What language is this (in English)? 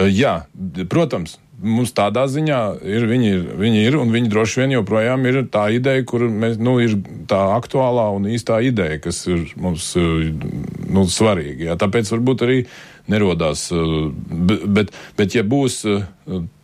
Latvian